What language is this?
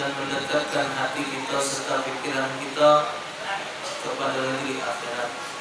Musi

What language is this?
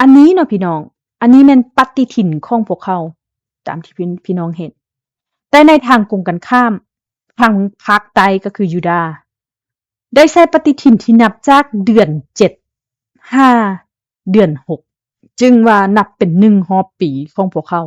Lao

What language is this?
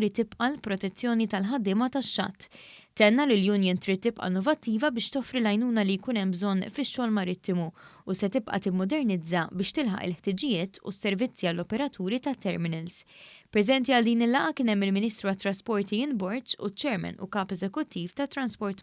Maltese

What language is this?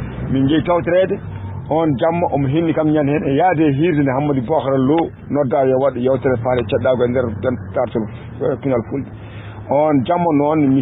Fula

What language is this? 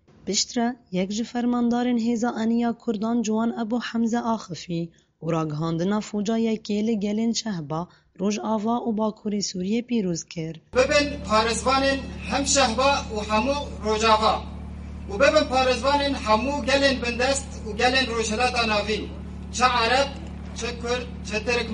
Kurdish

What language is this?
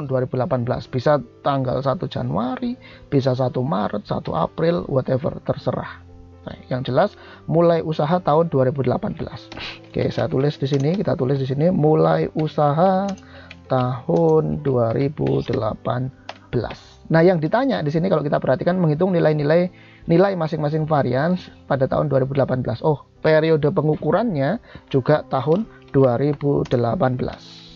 Indonesian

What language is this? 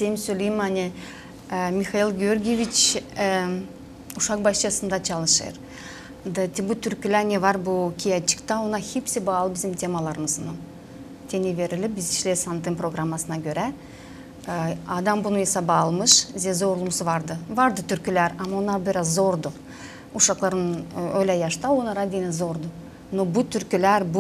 Gagauz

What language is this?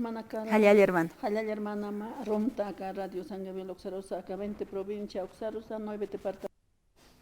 Aymara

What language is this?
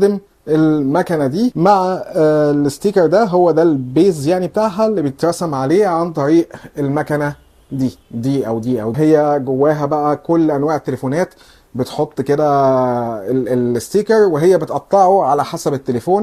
Egyptian Arabic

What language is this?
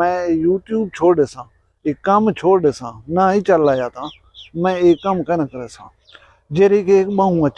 Saraiki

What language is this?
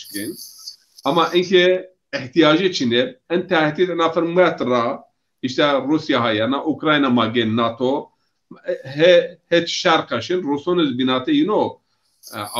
Zaza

